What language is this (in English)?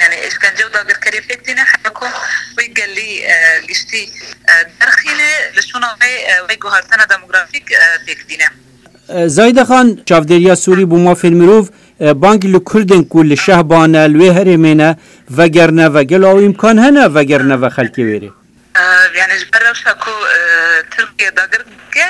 Kurdish